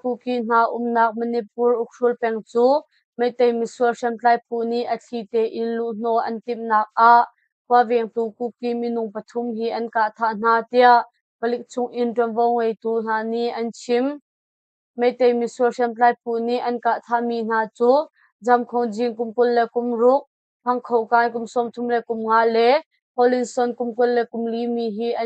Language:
Hakha Chin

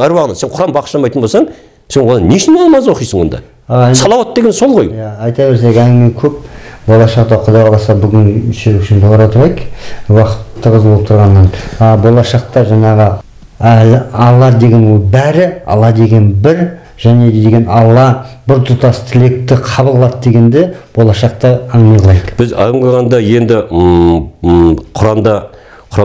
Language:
Kazakh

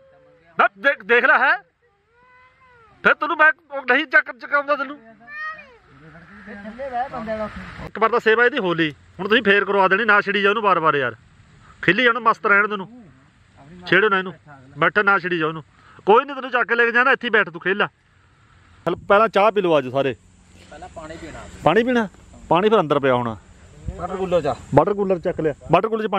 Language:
Punjabi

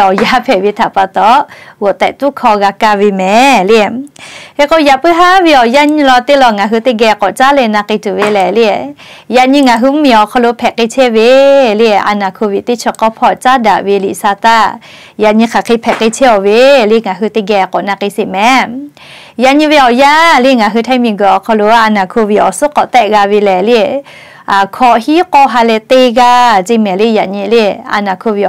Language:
Lahu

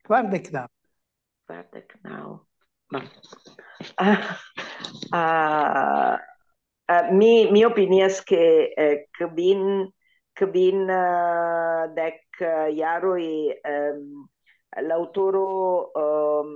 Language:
Esperanto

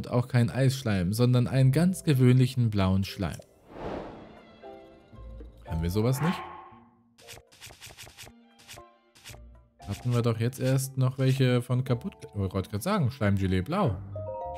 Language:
German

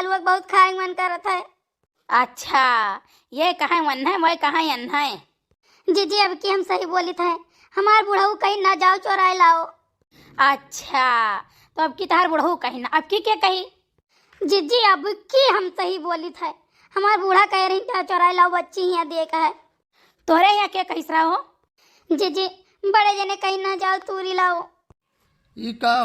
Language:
Awadhi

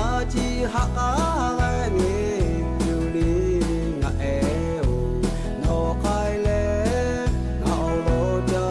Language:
Lahu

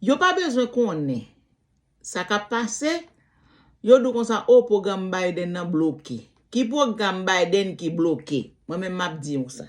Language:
Haitian Creole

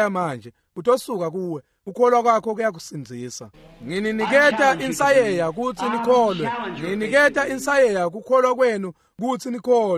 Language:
Swati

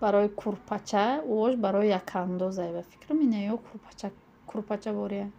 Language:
Tajik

